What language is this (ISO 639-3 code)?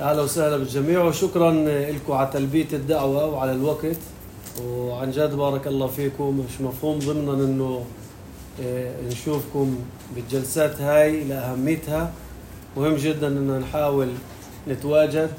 apc